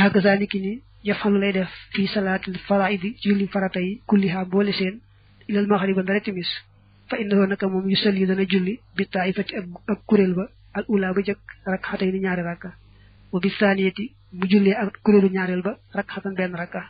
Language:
Wolof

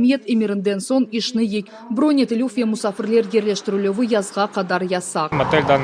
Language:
Crimean Tatar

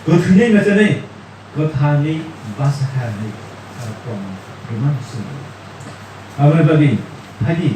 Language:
Kok Borok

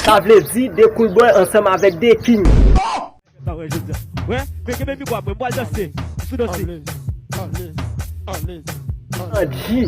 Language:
Haitian Creole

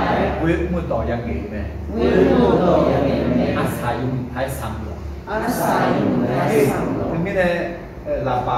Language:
Akha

